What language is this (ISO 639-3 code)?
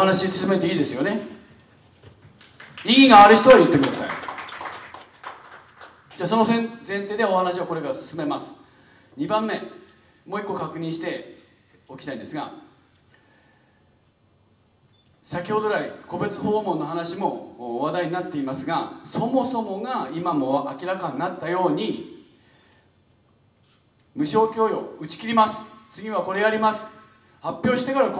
jpn